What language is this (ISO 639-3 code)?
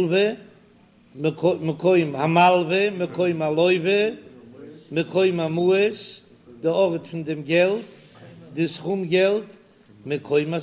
yid